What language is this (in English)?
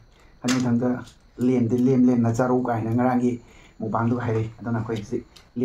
Manipuri